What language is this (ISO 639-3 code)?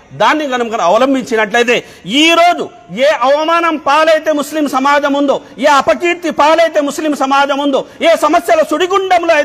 tel